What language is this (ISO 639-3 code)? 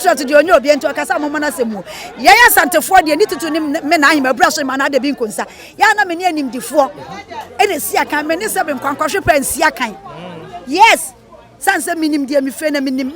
aka